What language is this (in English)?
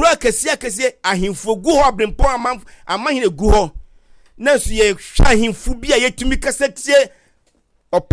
Akan